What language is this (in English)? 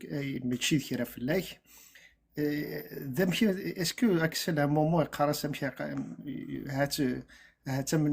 Kabyle